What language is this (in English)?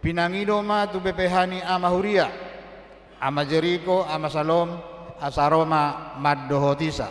Batak Toba